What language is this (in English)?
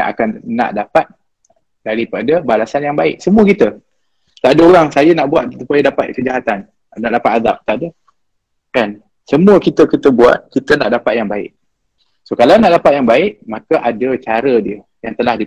Malay